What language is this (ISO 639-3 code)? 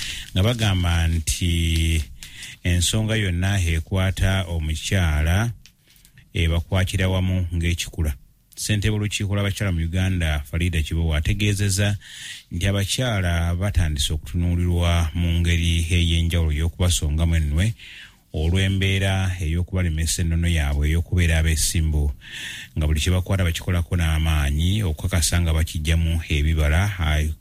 lug